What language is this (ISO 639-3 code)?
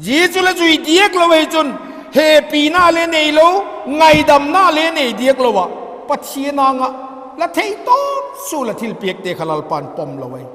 vap